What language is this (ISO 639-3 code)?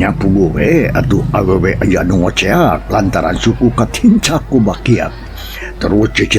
sun